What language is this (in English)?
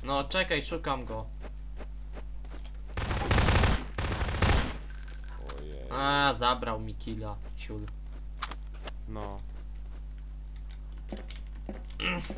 Polish